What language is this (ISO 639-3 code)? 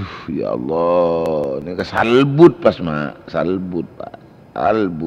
mad